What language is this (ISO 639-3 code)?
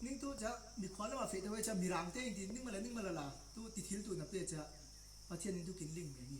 cfm